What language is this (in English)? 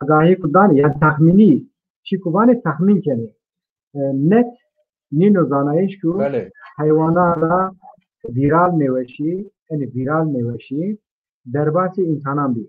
Zaza